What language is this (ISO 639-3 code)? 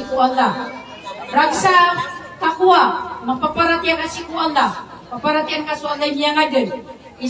mrw